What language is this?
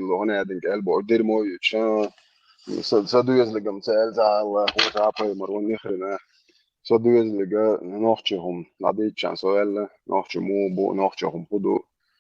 Chechen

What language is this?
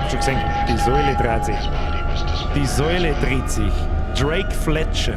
Bavarian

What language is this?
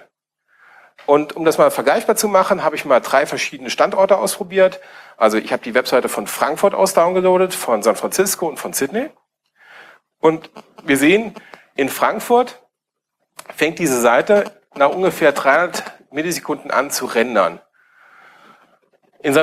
German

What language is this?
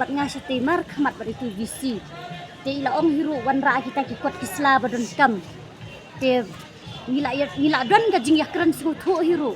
Khasi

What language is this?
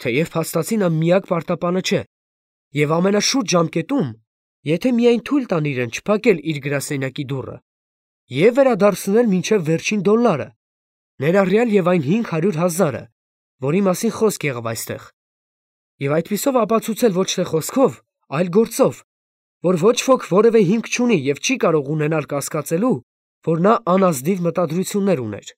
Armenian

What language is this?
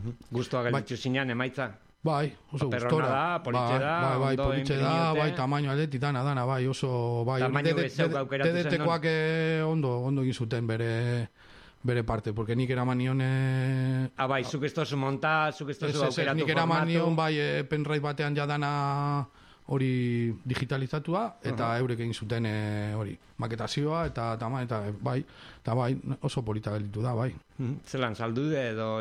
Basque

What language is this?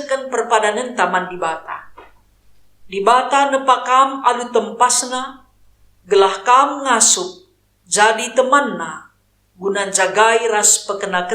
Batak Karo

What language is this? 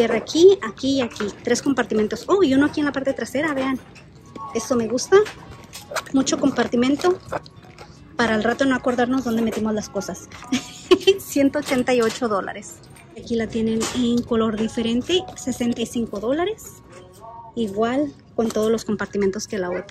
Spanish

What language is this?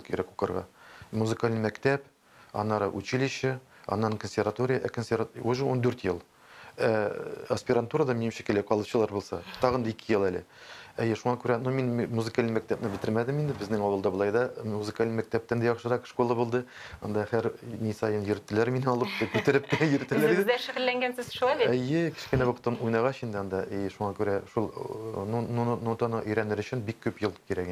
Tatar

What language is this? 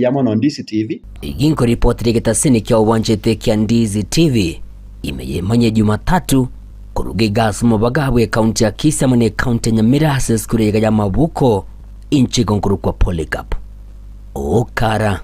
Gusii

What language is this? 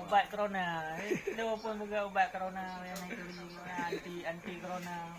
Achinese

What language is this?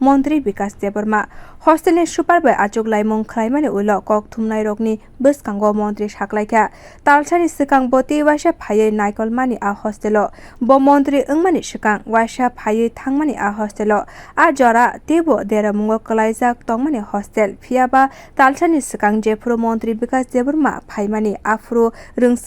Kok Borok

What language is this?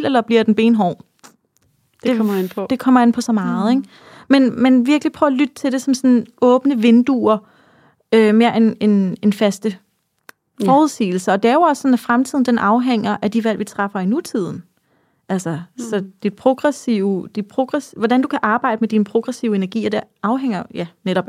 Danish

